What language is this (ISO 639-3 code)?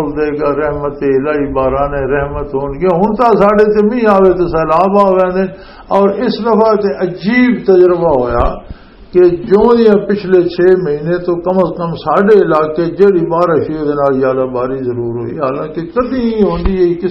lah